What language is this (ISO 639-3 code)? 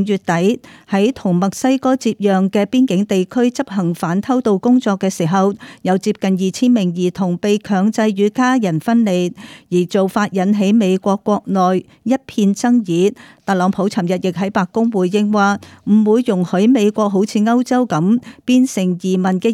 yue